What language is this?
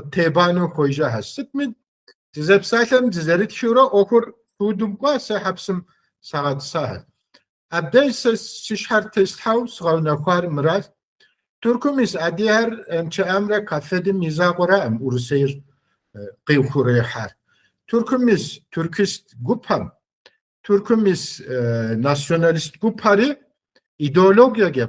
Kabardian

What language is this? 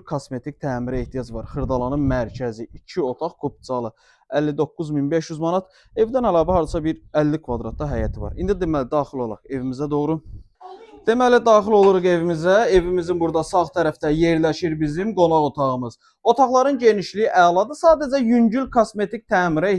Azerbaijani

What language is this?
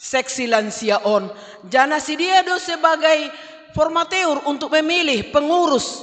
Batak Simalungun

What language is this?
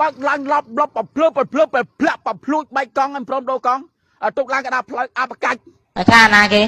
Khmer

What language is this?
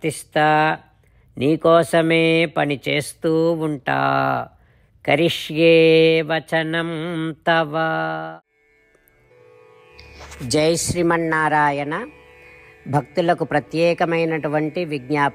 Telugu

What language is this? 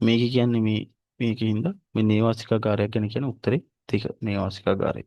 Sinhala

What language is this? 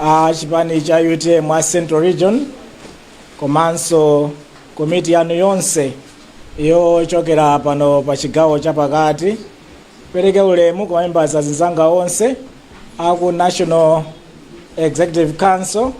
Nyanja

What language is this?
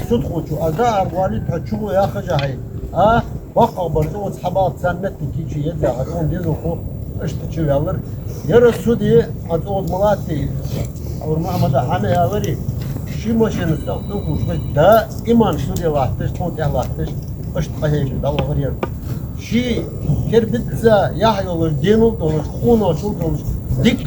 Ingush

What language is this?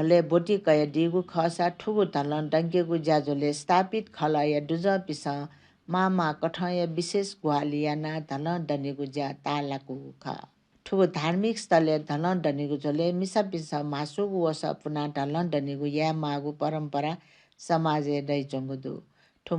Newari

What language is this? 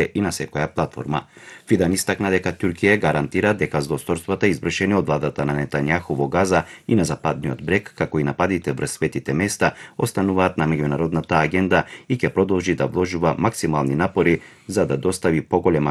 Macedonian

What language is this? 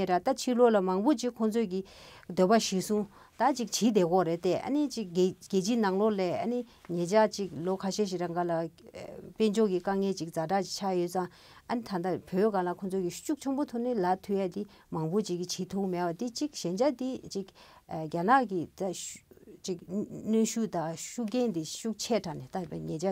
Tibetan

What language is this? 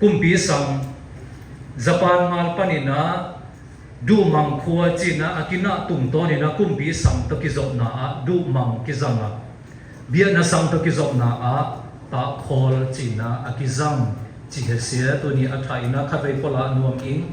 Siyin Chin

